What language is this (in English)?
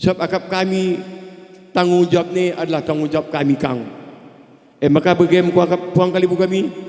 Batak Karo